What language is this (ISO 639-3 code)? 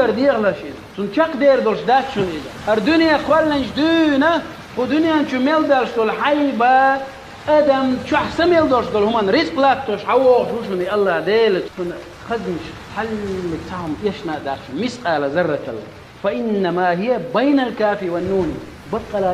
che